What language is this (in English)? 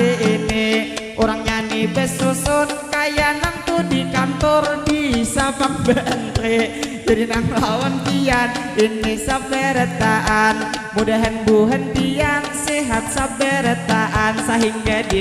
Banjar